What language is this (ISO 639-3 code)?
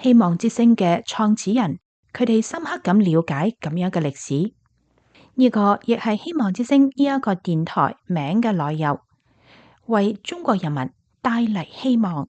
yue